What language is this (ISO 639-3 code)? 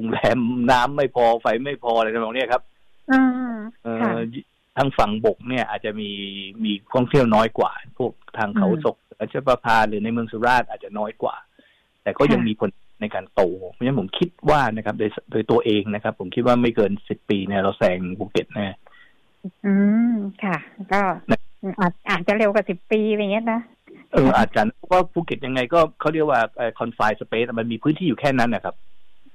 tha